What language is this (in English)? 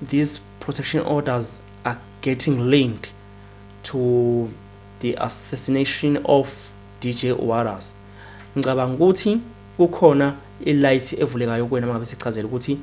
Zulu